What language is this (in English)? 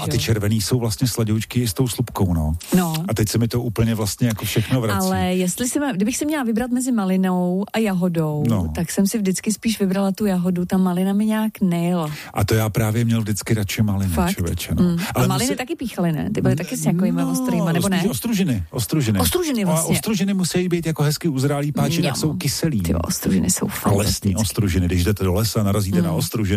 Czech